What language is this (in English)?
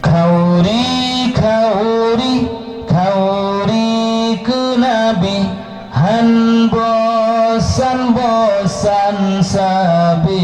Achinese